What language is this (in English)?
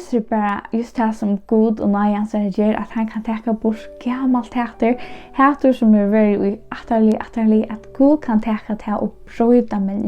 Faroese